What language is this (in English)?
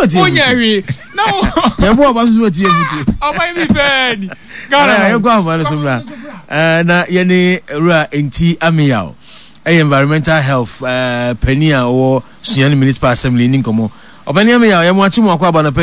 Akan